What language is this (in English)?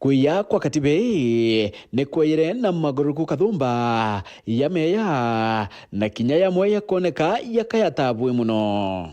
Meru